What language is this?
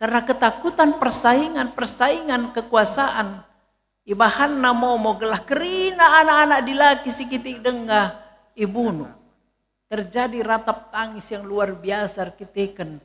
Batak Karo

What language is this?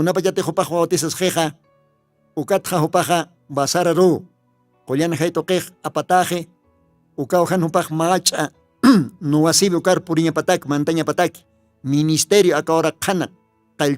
Aymara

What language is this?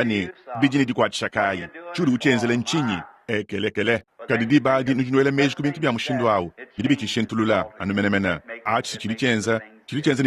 Luba-Lulua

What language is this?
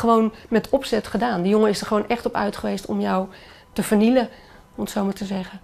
Dutch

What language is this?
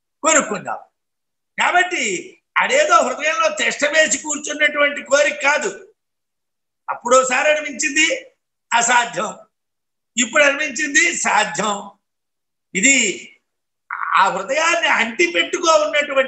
Telugu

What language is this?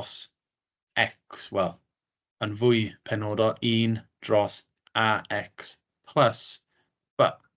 Welsh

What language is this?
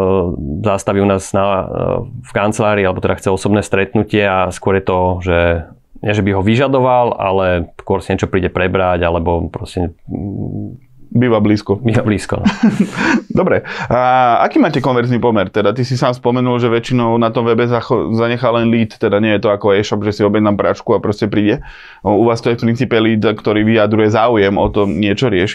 Slovak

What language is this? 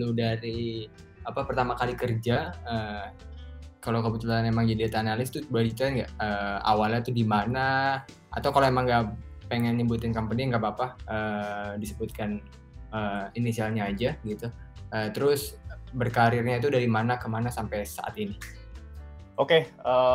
Indonesian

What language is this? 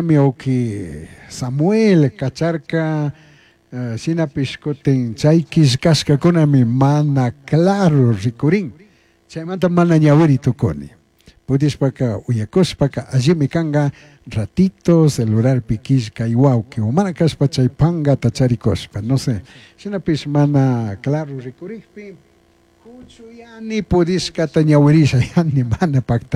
Chimborazo Highland Quichua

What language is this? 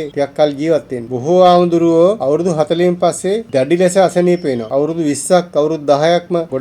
Sinhala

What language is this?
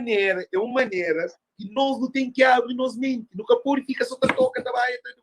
Kabuverdianu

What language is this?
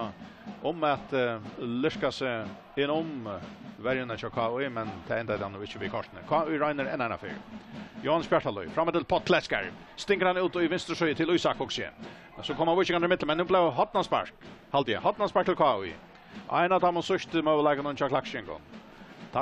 Faroese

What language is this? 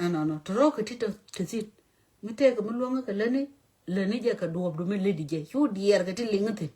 Nuer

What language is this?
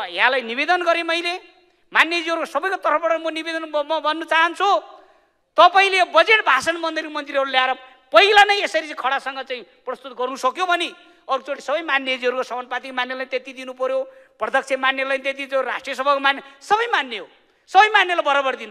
Nepali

